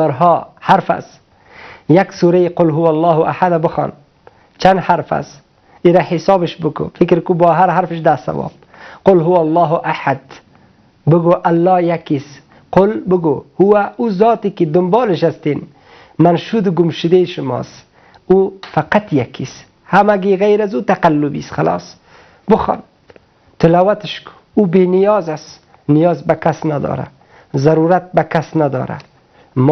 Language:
Persian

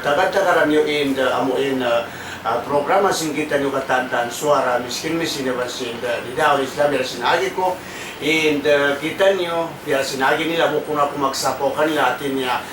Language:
Tausug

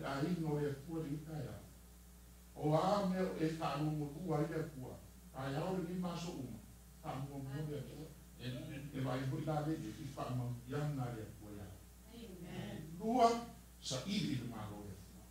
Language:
Samoan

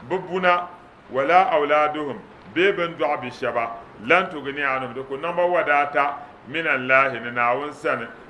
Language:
Dagbani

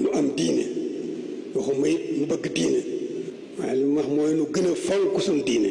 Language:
Wolof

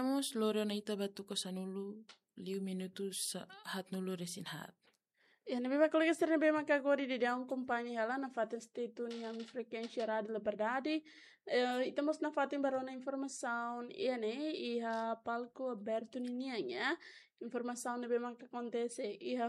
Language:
Tetum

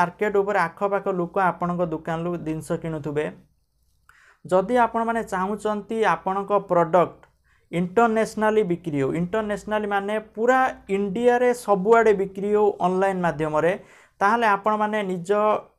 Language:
Odia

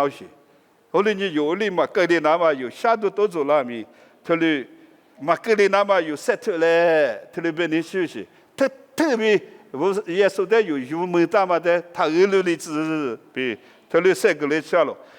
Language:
Lisu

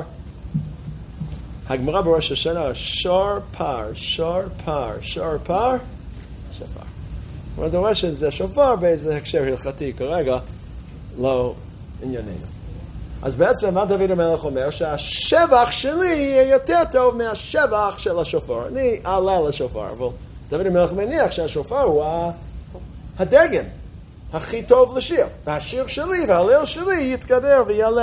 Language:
Hebrew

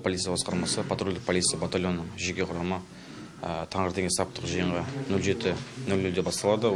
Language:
Kazakh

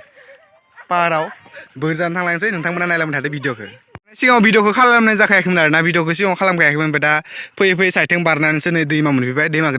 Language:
Bodo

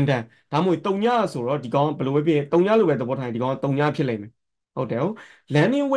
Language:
Burmese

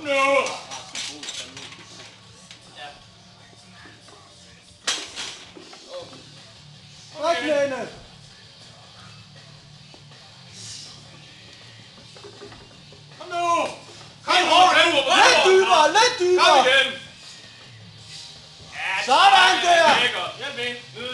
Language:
Danish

